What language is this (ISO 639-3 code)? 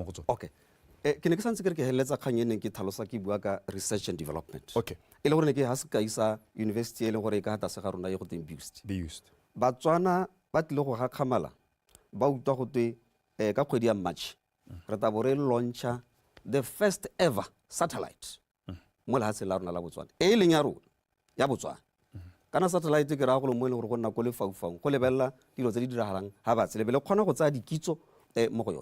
tsn